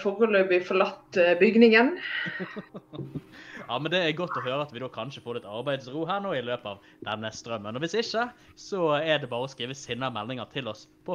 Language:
Norwegian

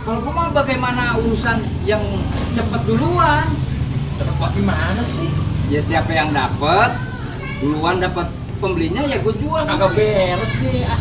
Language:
Betawi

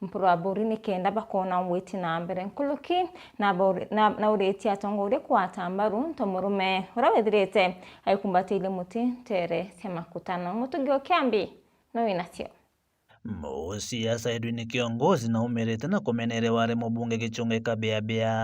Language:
Meru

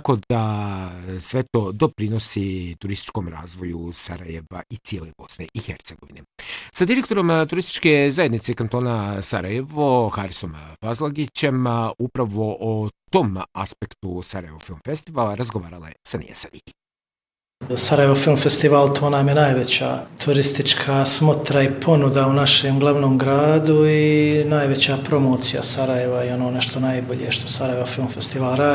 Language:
Bosnian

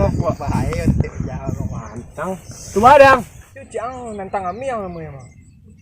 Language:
Minangkabau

